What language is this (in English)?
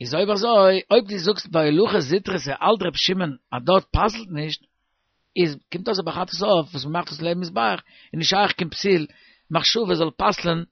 Yiddish